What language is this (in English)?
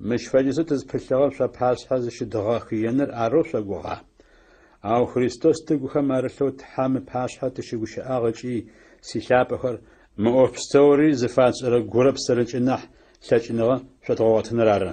Adyghe